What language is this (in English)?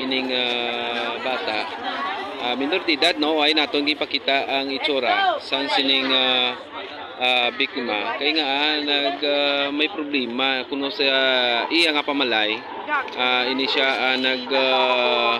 Hiligaynon